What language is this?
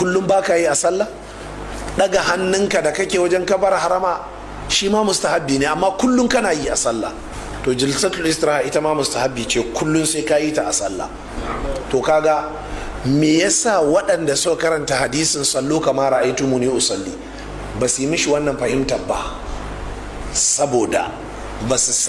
Hausa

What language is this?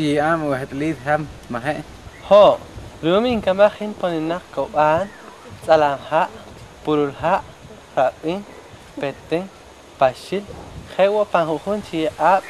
Poqomchi'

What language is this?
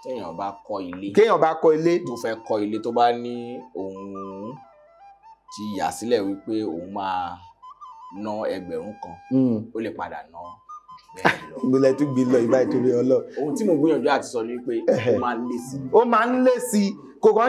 Yoruba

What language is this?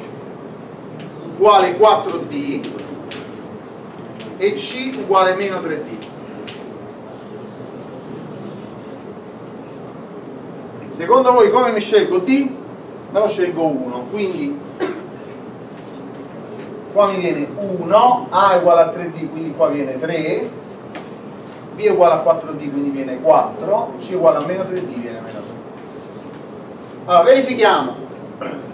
Italian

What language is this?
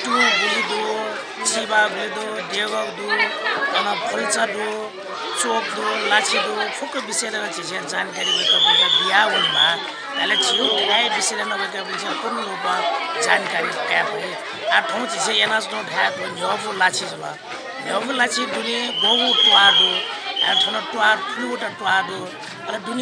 Newari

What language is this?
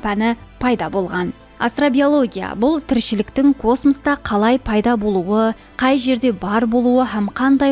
Kara-Kalpak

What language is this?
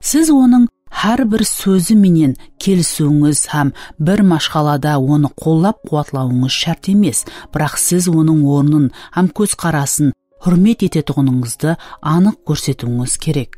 Kara-Kalpak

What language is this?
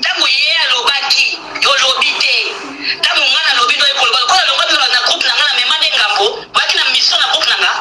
Lingala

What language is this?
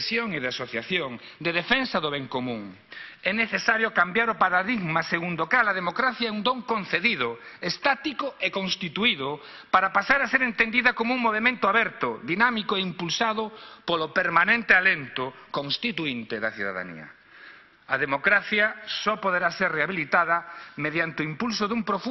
Galician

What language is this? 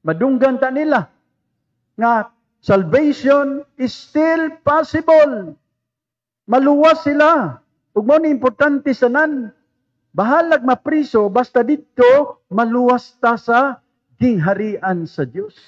Cebuano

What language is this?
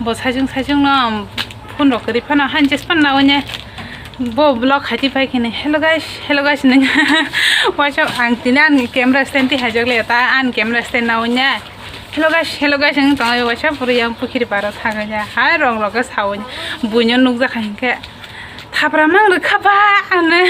Kok Borok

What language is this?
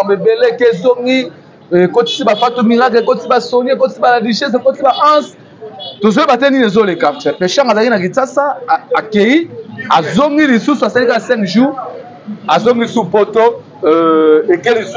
Lingala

